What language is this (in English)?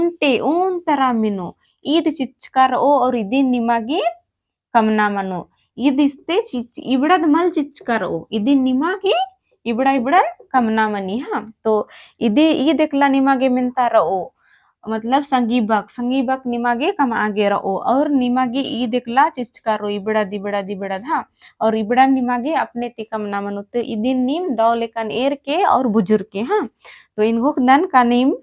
Kurukh